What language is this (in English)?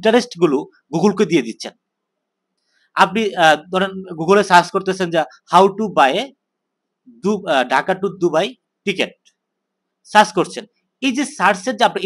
Bangla